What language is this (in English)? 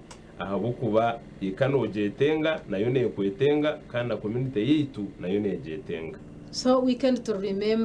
Nyankole